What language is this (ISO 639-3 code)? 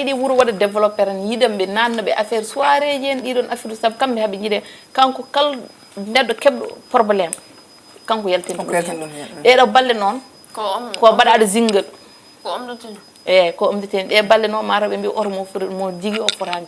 ful